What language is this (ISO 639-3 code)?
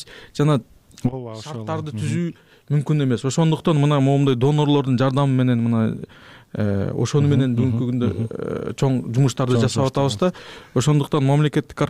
kir